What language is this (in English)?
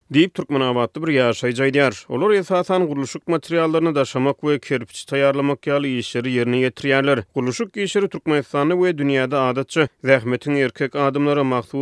Turkmen